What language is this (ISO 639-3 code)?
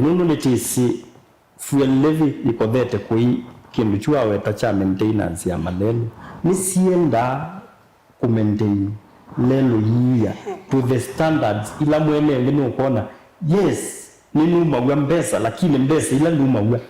kam